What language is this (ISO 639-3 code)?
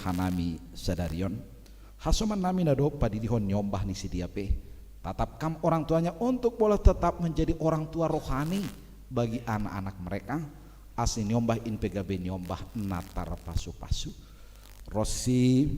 bts